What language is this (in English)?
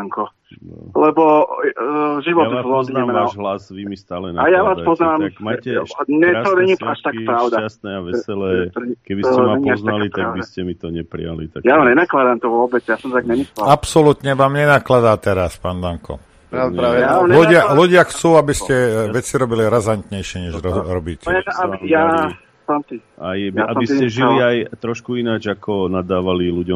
Slovak